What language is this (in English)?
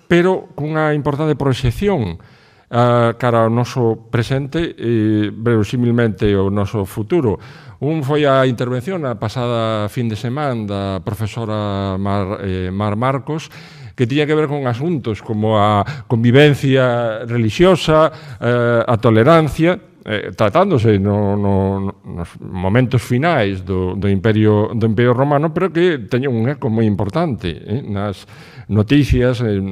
Galician